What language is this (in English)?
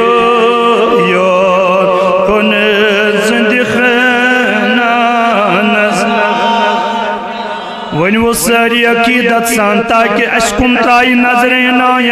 Kashmiri